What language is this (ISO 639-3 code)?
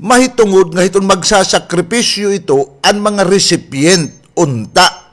war